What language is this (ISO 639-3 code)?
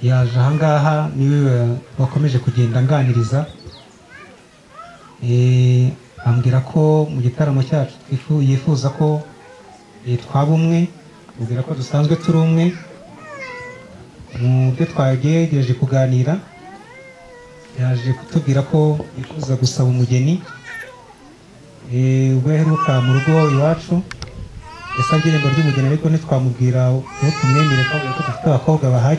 kin